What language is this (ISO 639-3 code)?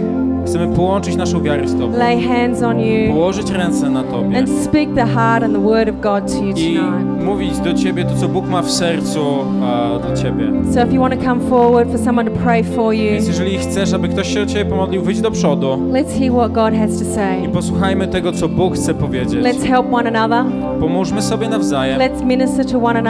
pol